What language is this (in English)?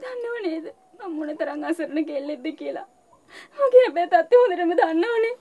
Sinhala